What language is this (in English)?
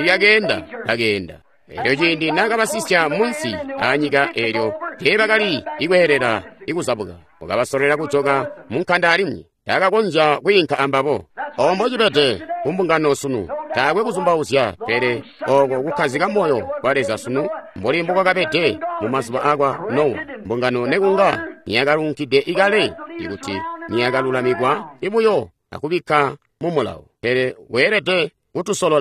Tonga (Zambia)